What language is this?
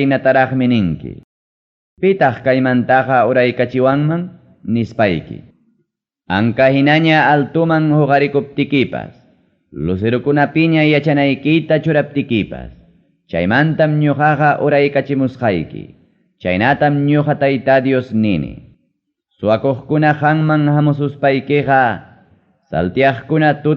Ayacucho Quechua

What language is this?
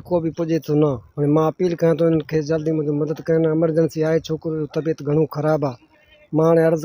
Sindhi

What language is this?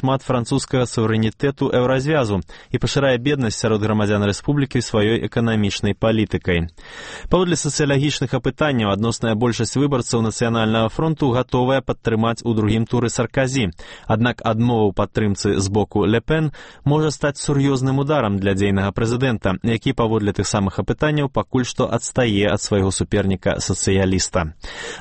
Belarusian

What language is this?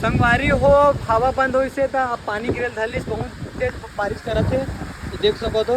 Chhattisgarhi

